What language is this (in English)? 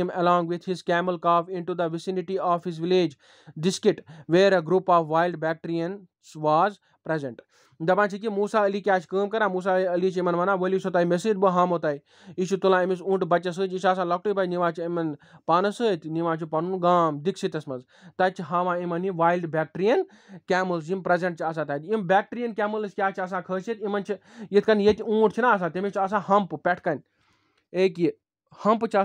Kashmiri